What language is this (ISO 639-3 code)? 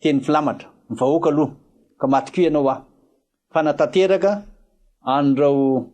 mlg